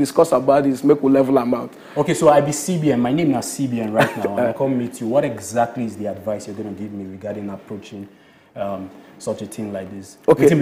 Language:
Nigerian Pidgin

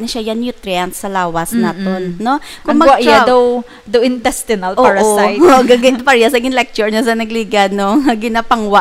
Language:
Hiligaynon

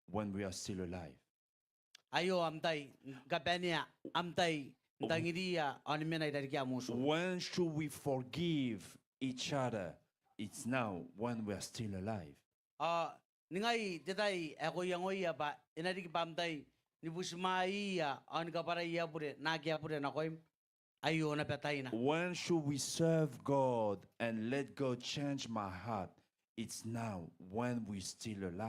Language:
Gilbertese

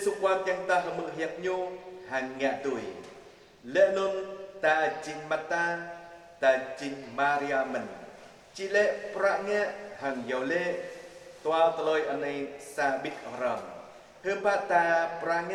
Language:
Jarai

